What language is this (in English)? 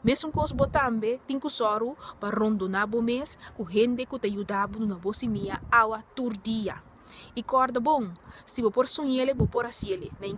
Papiamento